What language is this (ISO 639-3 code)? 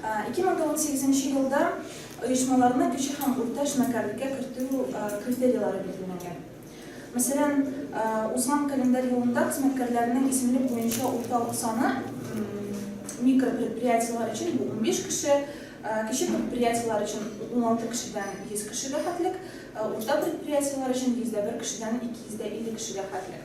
tat